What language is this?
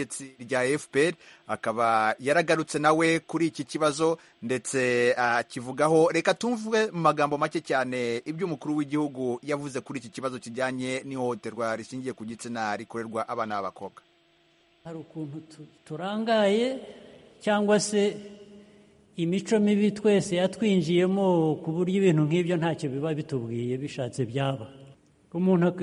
Kinyarwanda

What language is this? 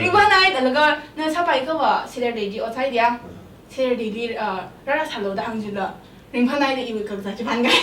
Tangkhul Naga (India)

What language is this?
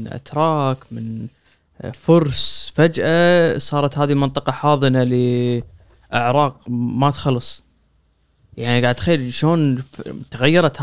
Gulf Arabic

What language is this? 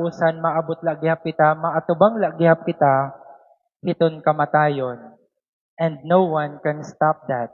Waray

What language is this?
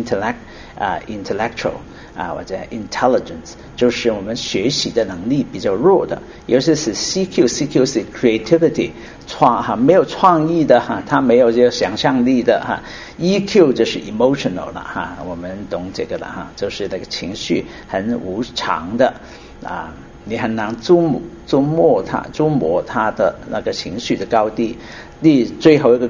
Chinese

